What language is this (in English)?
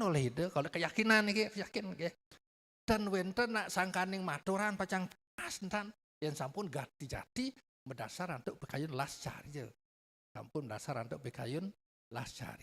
Balinese